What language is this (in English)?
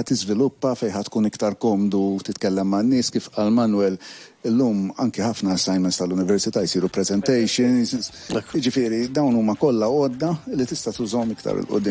Maltese